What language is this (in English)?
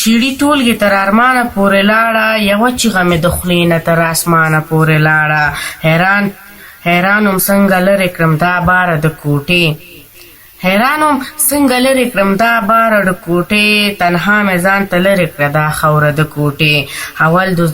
Pashto